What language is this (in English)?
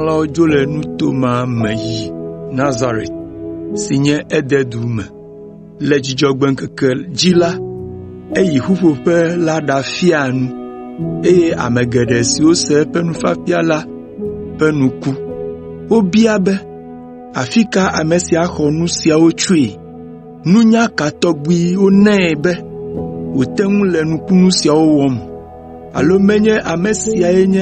Ewe